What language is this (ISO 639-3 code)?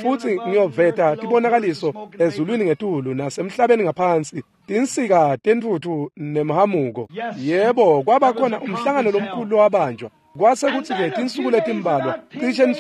ssw